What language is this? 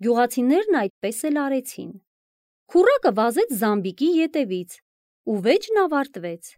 Armenian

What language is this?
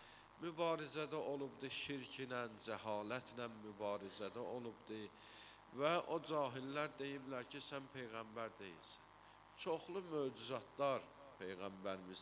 Azerbaijani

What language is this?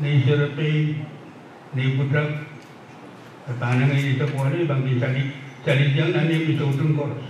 Pohnpeian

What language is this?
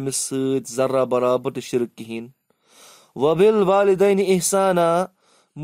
Kashmiri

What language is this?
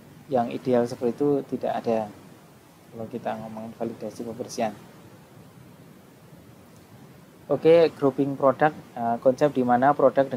Indonesian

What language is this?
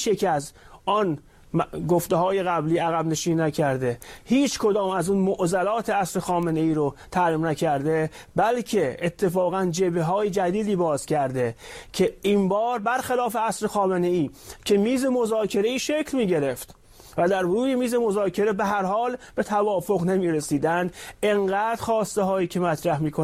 Persian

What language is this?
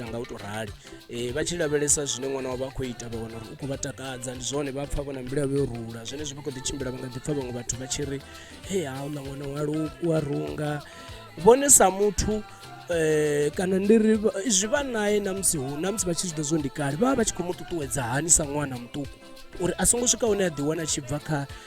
Venda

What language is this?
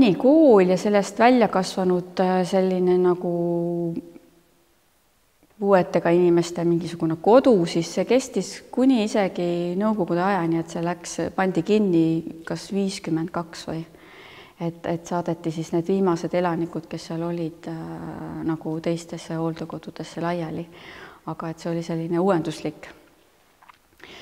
Estonian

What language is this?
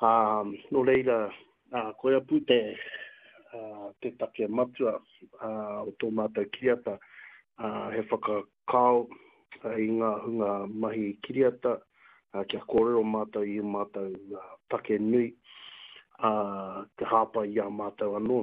Māori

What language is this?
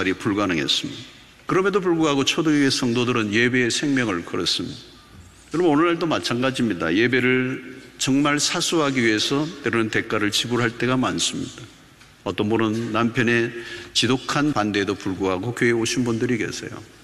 Korean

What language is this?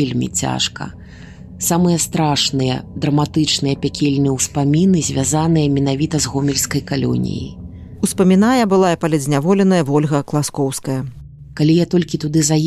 Belarusian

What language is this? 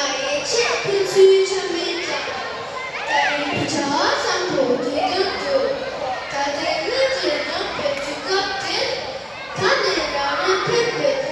Tibetan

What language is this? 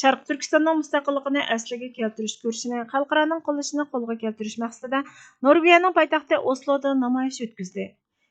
Uyghur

